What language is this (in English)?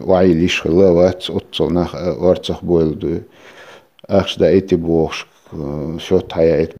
Chechen